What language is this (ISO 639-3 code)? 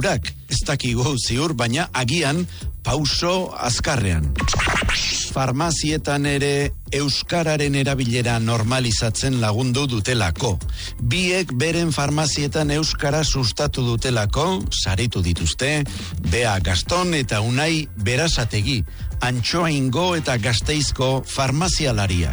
eus